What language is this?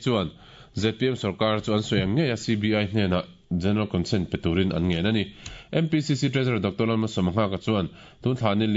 Mizo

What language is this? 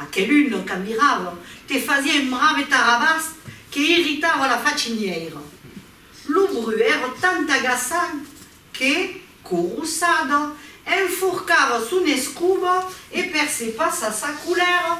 Occitan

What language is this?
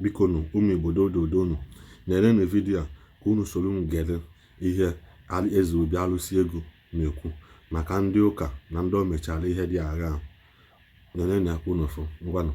Igbo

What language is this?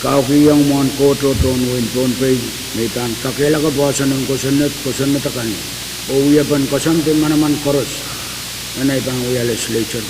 Pohnpeian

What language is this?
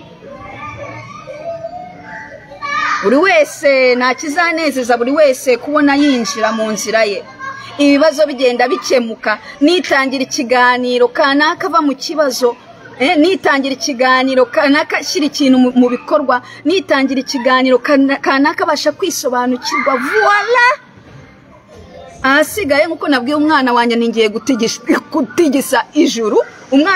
Kinyarwanda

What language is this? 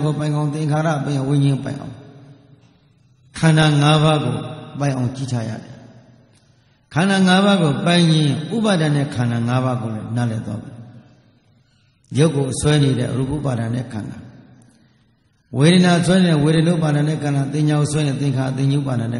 Burmese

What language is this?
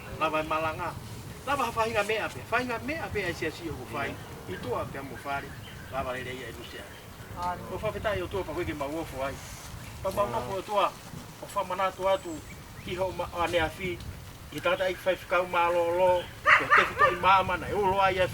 Tongan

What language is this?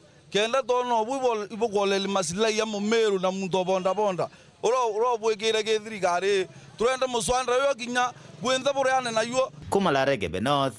Meru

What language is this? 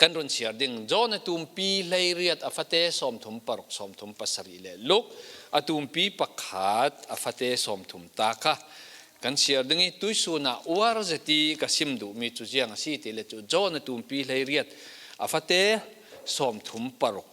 Falam Chin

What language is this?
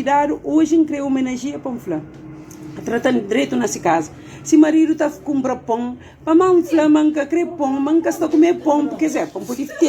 Kabuverdianu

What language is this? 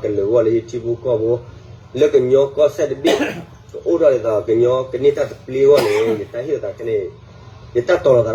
S'gaw Karen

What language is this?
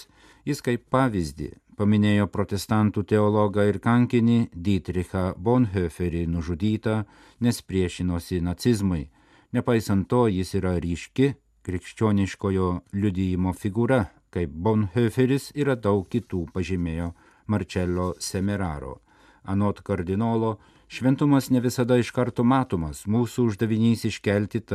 Lithuanian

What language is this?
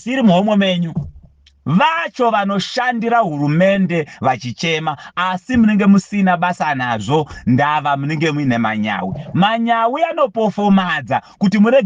Shona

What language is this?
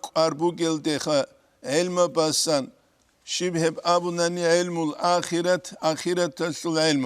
Avaric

